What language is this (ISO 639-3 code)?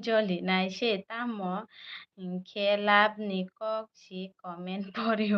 trp